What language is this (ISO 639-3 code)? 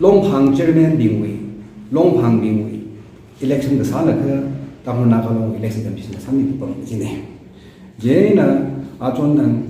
nmf